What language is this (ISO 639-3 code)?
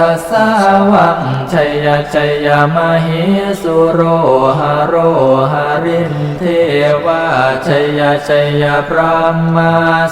pli